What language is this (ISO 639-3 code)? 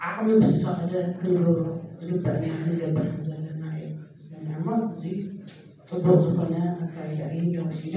tir